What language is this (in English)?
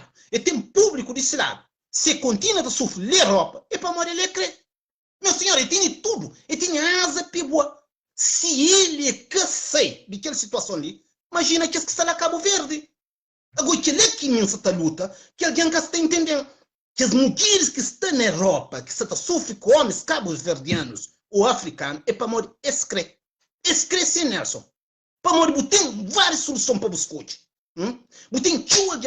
Kabuverdianu